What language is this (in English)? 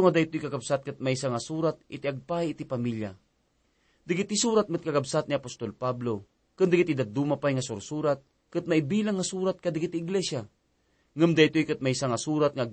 Iloko